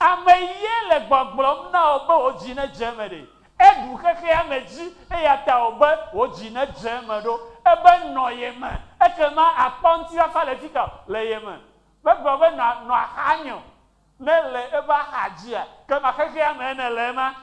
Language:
Ewe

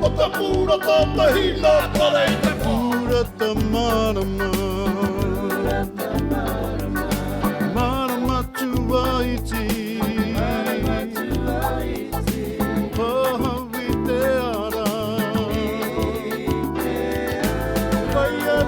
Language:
Māori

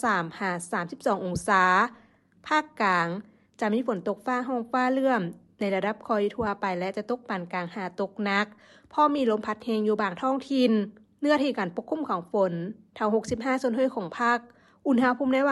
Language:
Lao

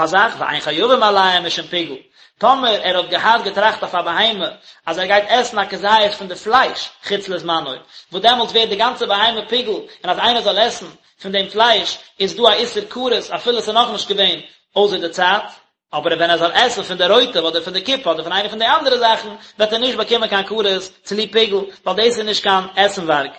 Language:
Yiddish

